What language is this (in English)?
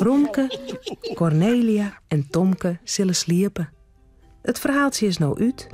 Western Frisian